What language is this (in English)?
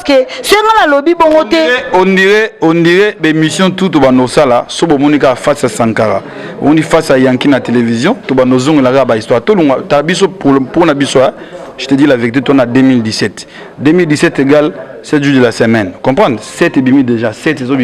Lingala